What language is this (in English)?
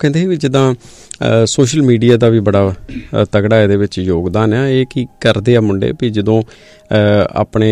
Punjabi